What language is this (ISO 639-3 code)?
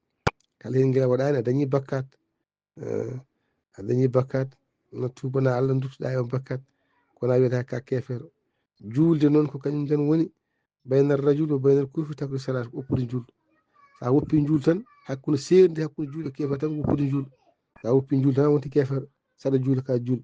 ful